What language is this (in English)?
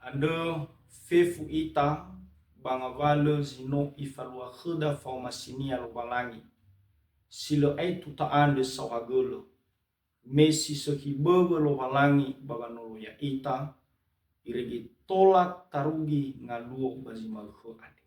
Nias